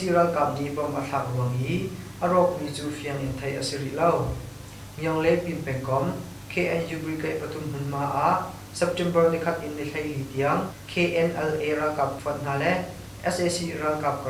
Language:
Hakha Chin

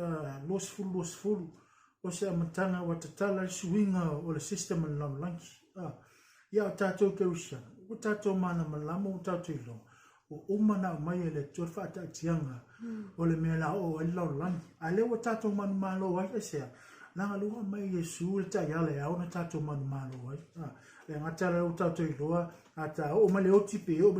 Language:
Samoan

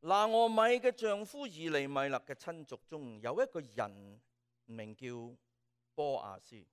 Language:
Cantonese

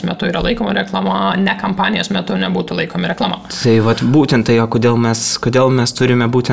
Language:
Lithuanian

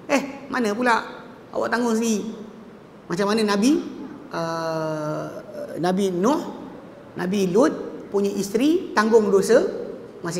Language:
Malay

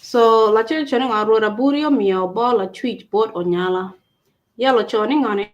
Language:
Acoli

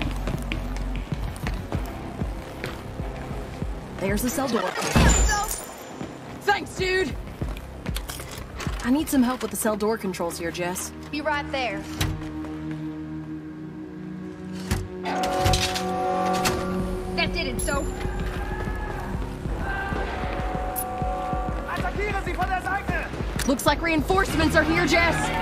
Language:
English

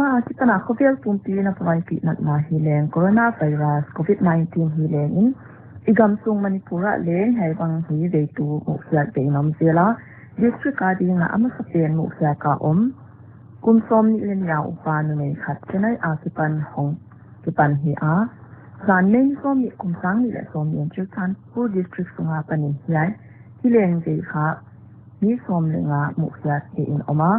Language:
Paite Chin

